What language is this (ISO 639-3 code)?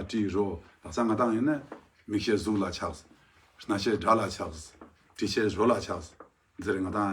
lbj